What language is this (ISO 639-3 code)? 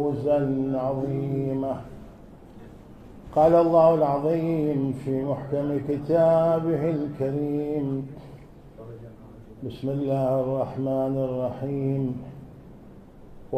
ara